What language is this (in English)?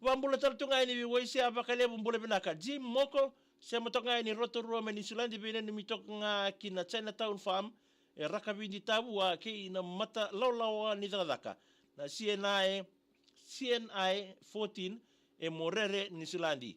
Fijian